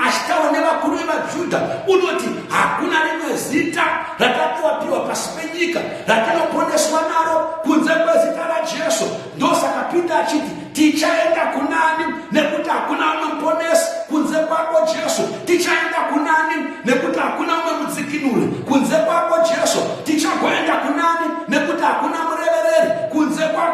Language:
Shona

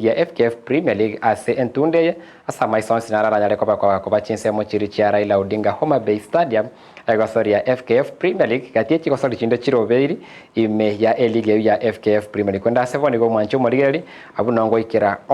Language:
Gusii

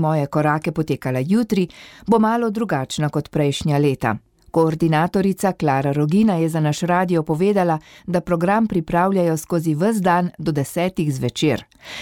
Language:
Slovenian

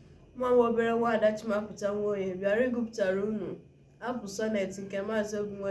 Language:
Igbo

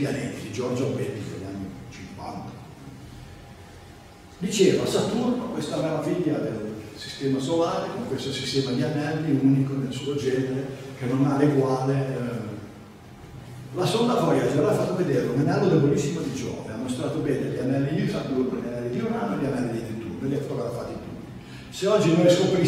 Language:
Italian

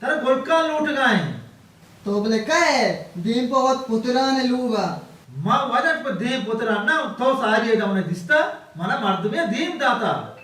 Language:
Baluchi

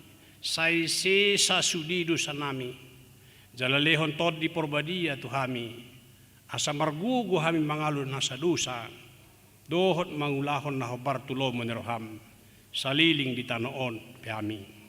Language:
Batak Toba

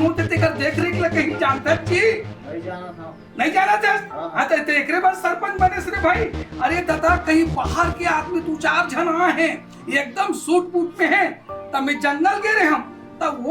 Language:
Chhattisgarhi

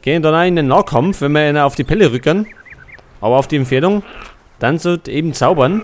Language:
Bavarian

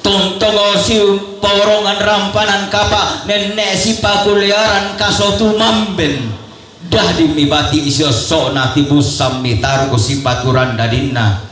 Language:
Toraja-Sa'dan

